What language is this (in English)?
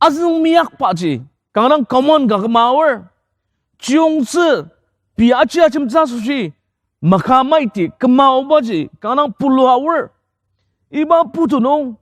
Ao Naga